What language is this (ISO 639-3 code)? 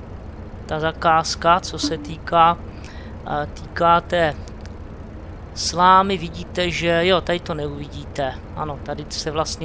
ces